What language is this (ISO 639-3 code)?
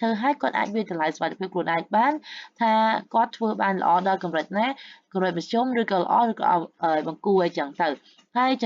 khm